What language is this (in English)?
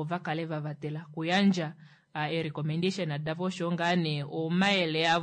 Kuanyama